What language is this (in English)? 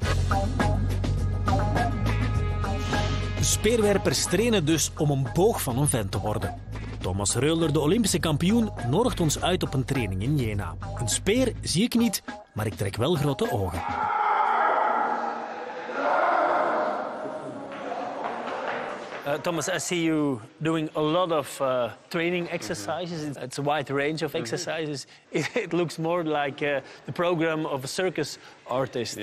Dutch